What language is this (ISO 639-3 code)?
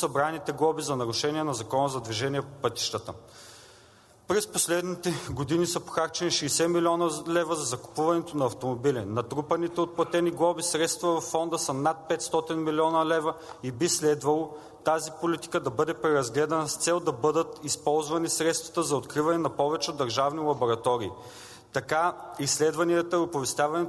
bul